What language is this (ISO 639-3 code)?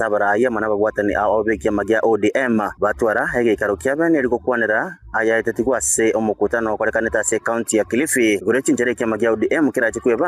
guz